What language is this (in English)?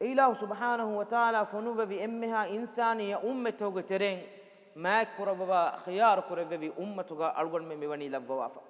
Divehi